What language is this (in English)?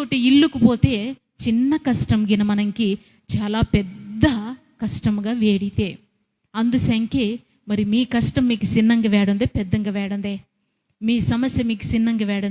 Koya